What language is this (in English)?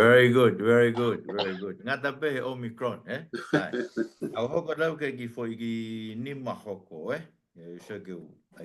Tongan